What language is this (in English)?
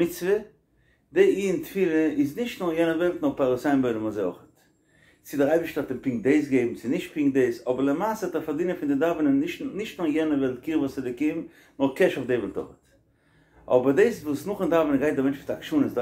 Yiddish